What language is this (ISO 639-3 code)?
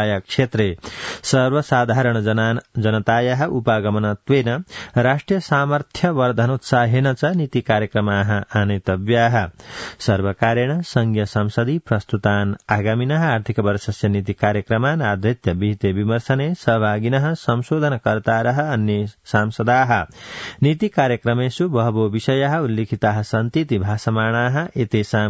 san